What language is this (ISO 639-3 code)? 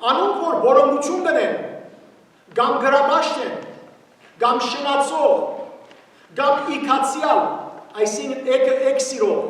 hyw